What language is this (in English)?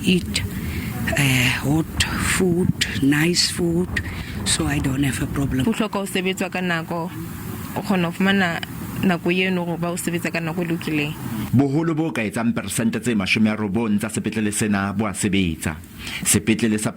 Southern Sotho